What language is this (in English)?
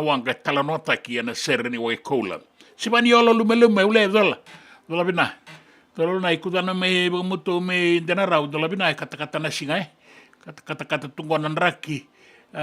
Fijian